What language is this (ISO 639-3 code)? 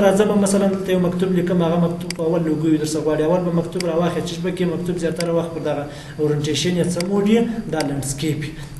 pus